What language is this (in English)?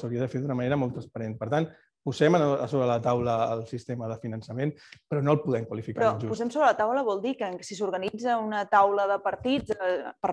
Catalan